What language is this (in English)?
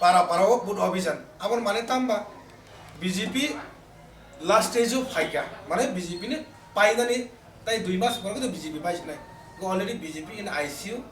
Kok Borok